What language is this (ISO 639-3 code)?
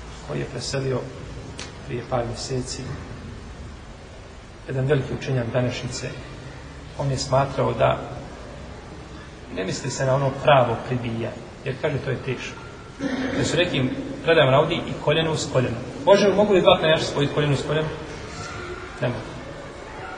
bos